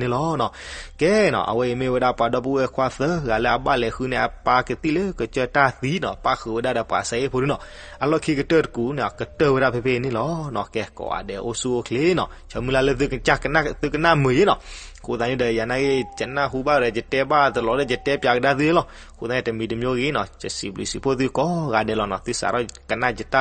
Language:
S'gaw Karen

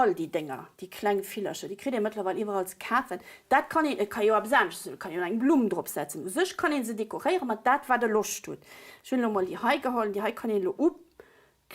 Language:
Luxembourgish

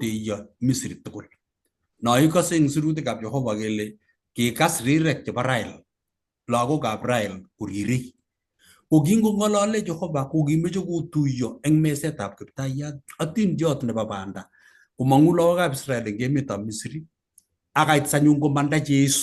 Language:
Kalenjin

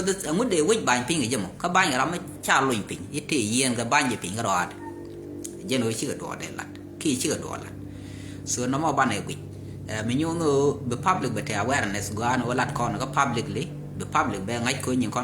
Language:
Nuer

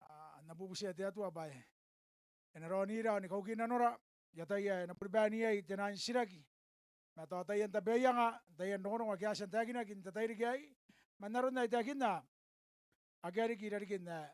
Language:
Gilbertese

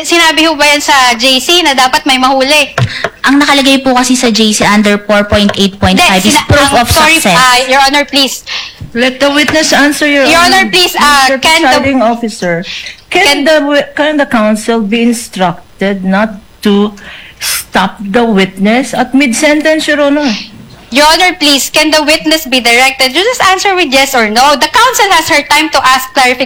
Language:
Filipino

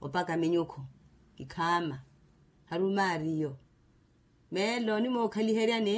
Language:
Makhuwa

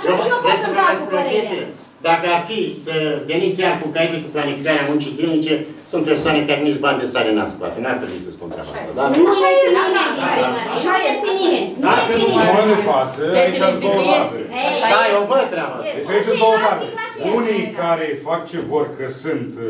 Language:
Romanian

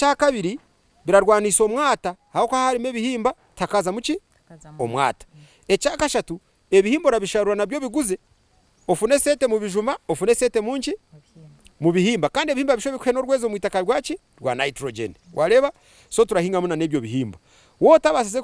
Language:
Nyankole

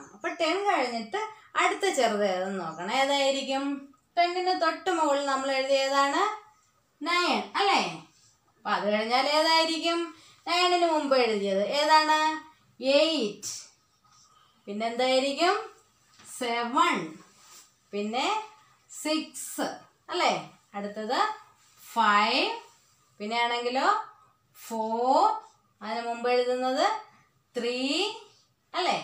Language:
Malayalam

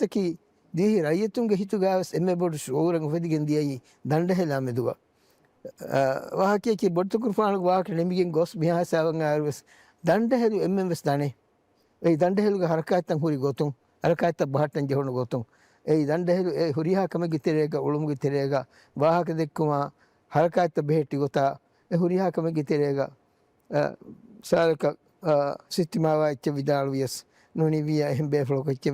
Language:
Divehi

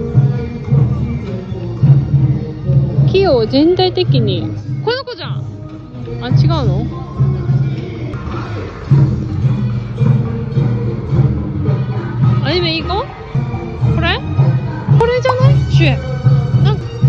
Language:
Japanese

